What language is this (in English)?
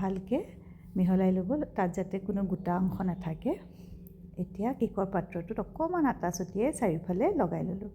Assamese